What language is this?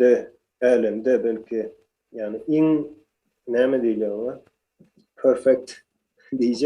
Turkmen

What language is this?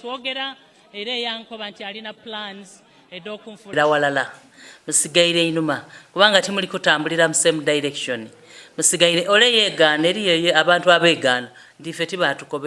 Soga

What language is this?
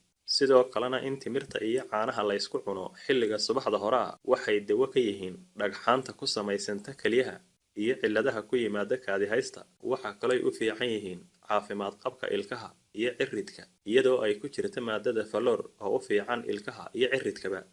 Somali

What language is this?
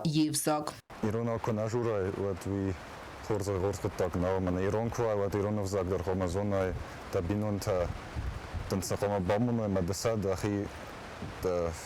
Ossetic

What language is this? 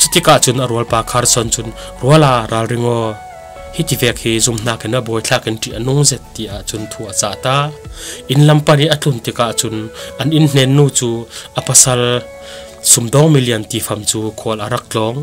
Falam Chin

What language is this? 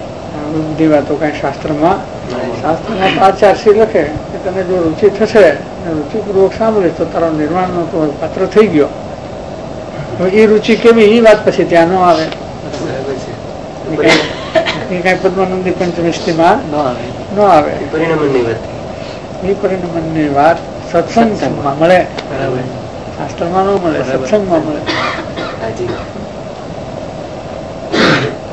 Gujarati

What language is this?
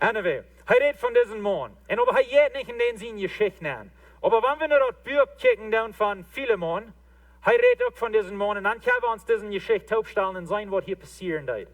Plautdietsch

